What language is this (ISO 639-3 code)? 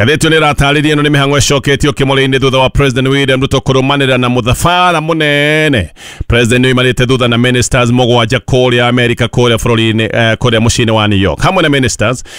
kik